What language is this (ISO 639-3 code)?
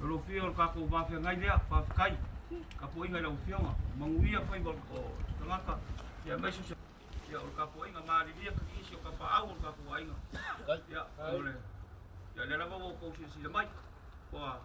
smo